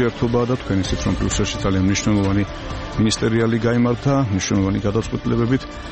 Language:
Georgian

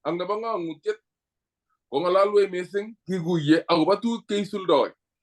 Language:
Kalenjin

